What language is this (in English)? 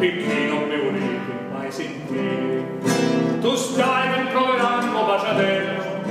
Sicilian